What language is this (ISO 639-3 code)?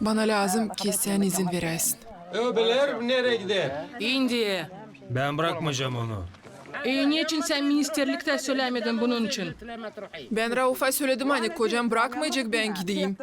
gag